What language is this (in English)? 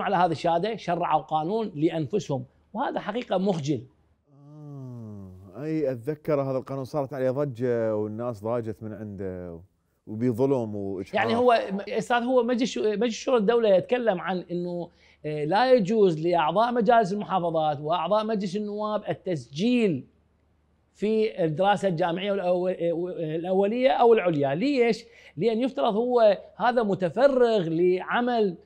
Mesopotamian Arabic